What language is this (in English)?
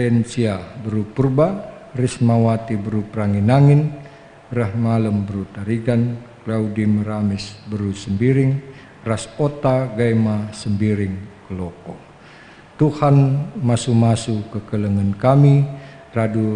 Batak Karo